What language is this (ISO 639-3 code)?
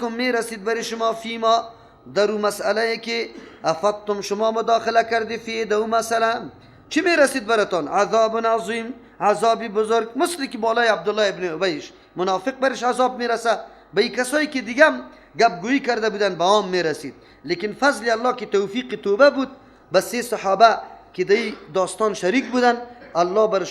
fas